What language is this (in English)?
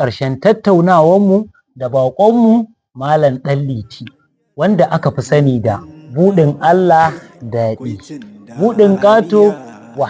Hausa